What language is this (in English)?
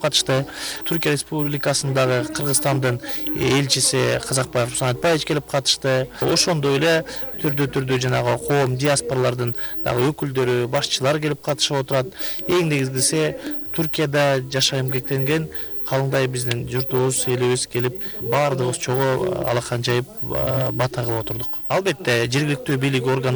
Kyrgyz